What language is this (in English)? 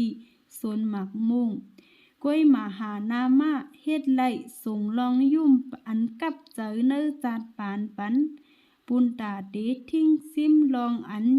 Shan